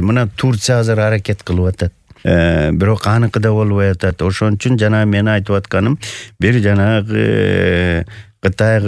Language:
Kyrgyz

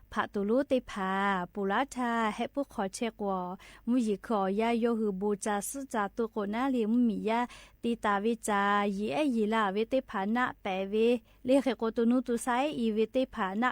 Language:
Lahu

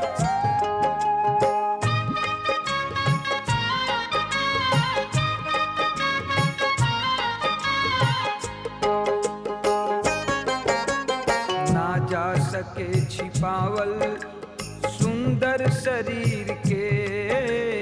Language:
Bhojpuri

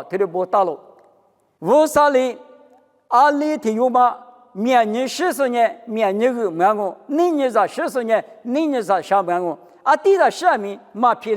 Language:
Lisu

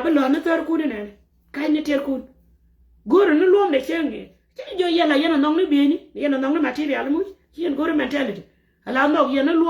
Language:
Nuer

